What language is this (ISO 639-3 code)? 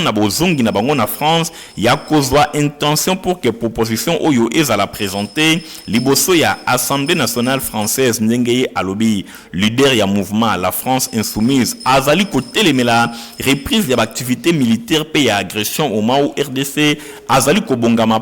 lin